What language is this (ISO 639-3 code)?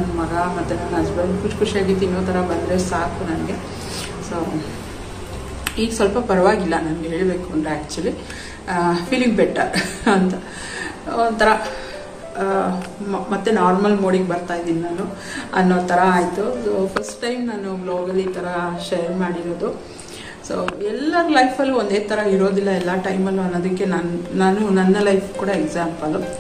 kan